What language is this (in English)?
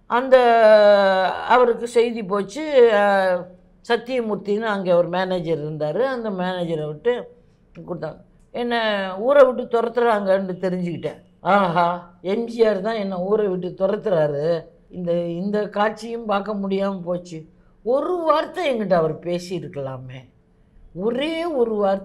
Tamil